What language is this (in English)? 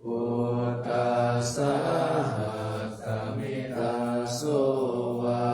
Pali